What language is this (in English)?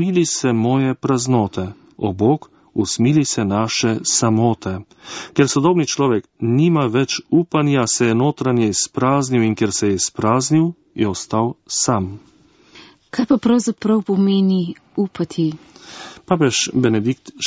Slovenian